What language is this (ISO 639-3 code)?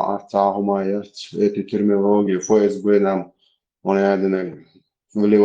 che